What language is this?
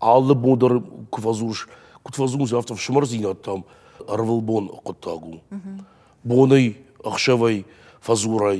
Ossetic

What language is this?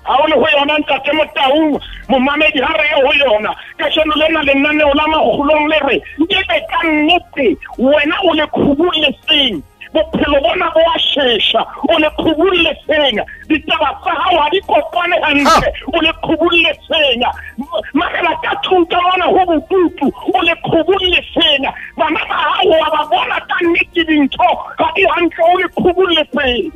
Southern Sotho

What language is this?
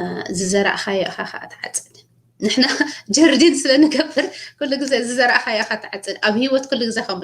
Tigrinya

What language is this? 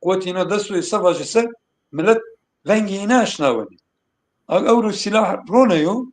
Zaza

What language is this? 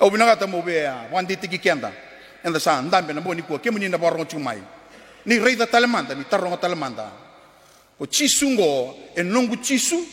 Fijian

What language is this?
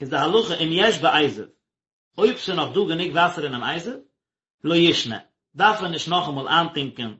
Yiddish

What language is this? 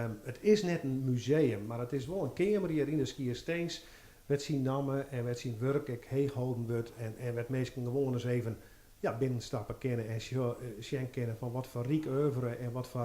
Western Frisian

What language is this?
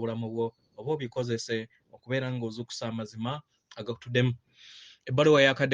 Ganda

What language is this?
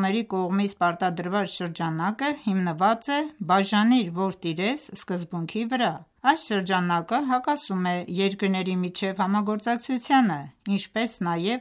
Armenian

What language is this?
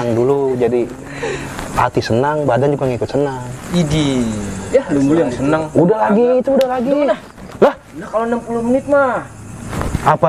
Betawi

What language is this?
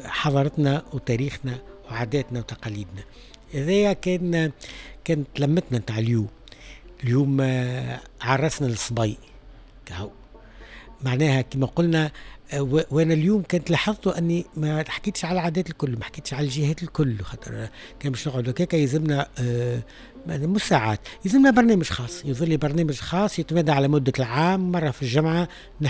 Tunisian Arabic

